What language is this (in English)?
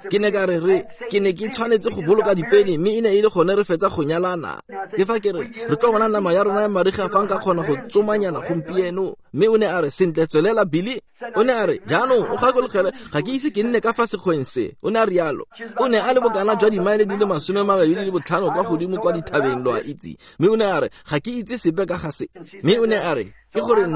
Tswana